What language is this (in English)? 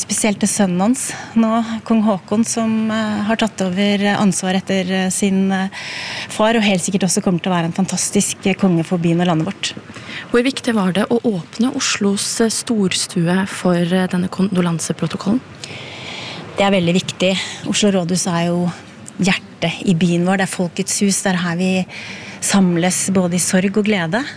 Norwegian